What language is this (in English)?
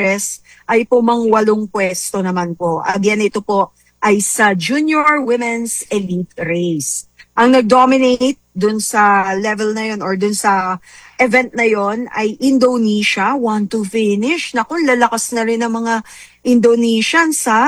Filipino